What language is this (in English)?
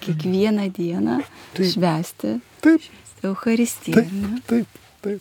Lithuanian